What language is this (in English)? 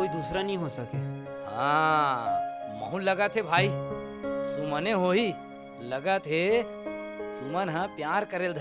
Chhattisgarhi